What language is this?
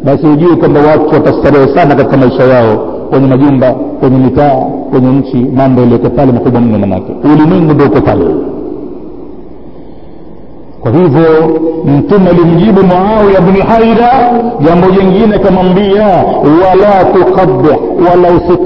Swahili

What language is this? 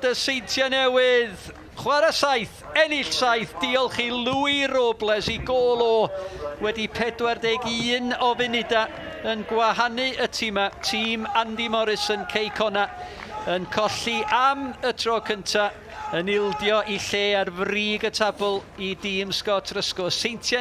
Welsh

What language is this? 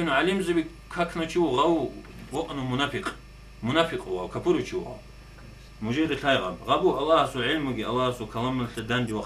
Avaric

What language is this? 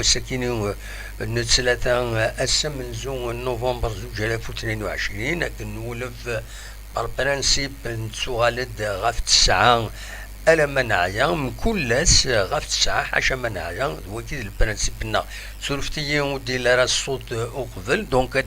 Kabyle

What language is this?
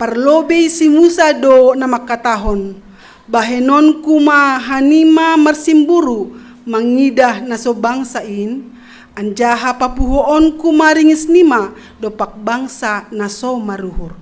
Batak Simalungun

